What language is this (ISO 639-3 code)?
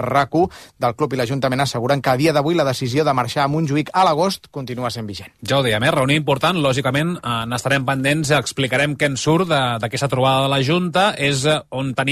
cat